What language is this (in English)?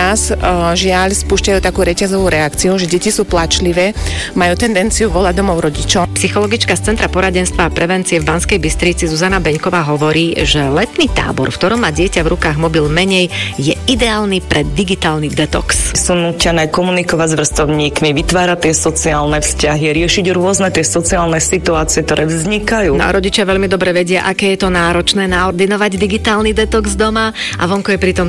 Slovak